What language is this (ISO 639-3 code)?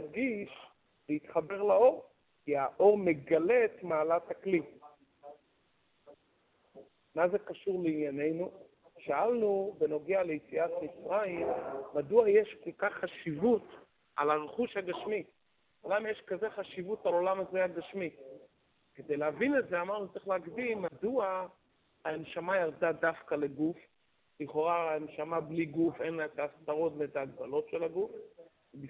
heb